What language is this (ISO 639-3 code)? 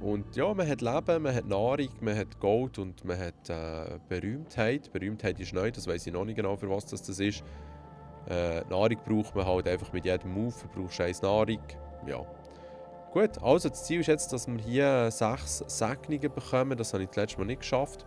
gsw